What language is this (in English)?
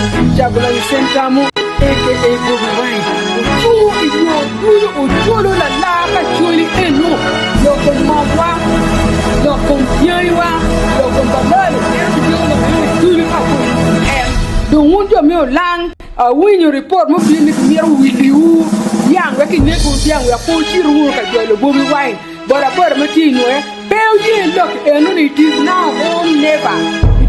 Acoli